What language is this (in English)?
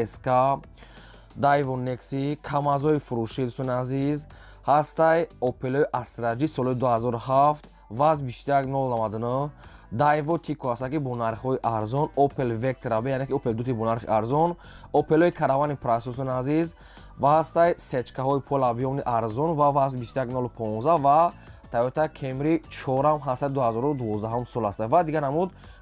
Tajik